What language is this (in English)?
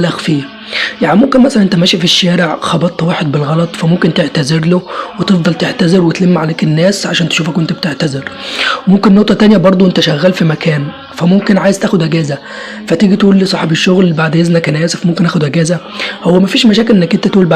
Egyptian Arabic